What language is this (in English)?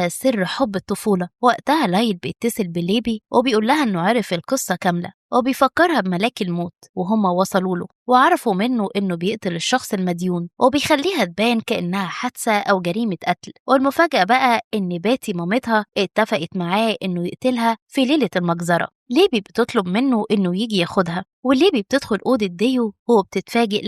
Egyptian Arabic